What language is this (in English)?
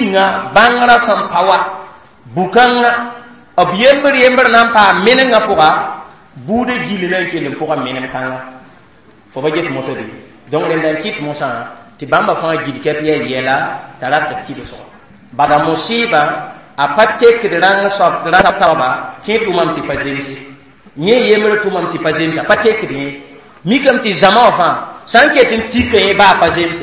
Mossi